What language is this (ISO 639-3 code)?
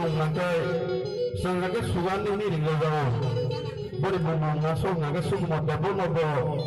trp